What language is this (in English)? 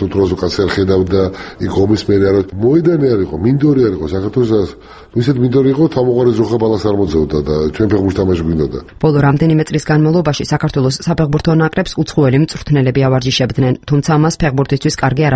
Georgian